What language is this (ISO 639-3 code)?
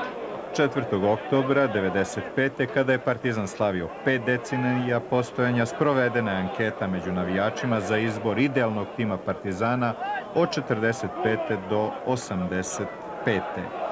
srp